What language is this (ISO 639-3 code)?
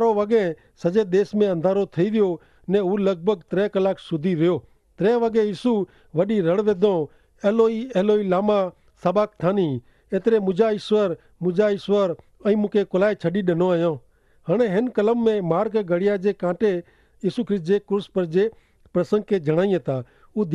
kfr